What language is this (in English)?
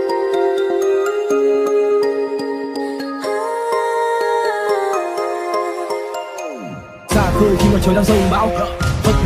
Vietnamese